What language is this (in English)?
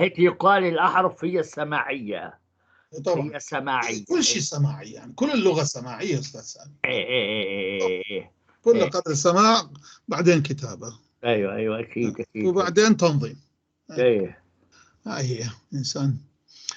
North Levantine Arabic